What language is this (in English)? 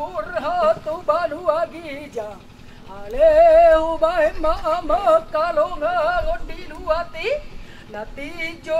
Batak Toba